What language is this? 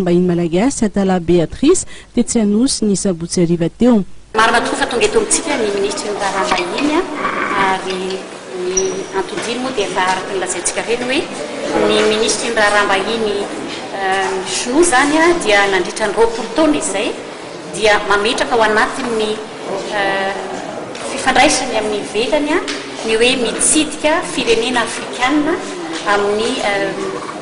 Malagasy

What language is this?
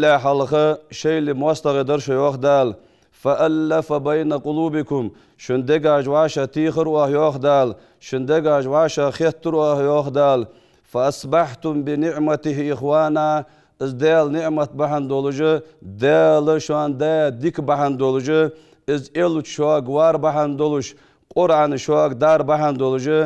Ingush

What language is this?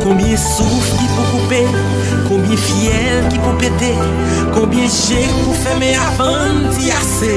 Haitian Creole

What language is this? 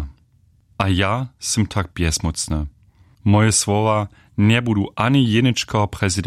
Upper Sorbian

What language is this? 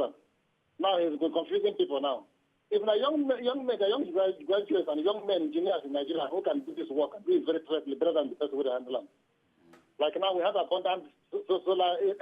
Nigerian Pidgin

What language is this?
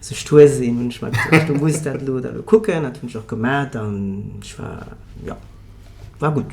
Luxembourgish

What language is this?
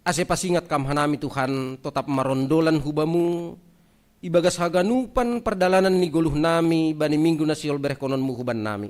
Batak Simalungun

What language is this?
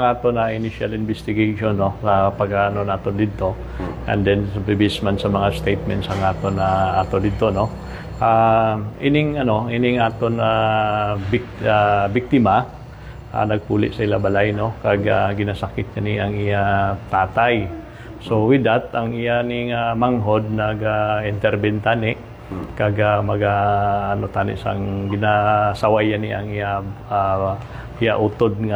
Hiligaynon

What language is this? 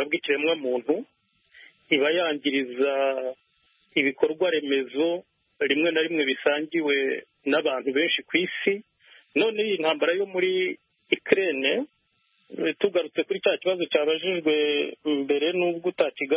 Kinyarwanda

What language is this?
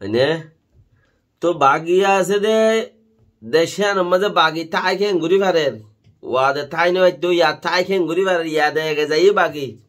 Rohingya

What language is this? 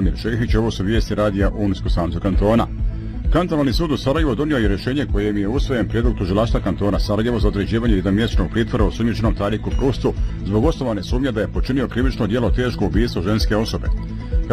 Bosnian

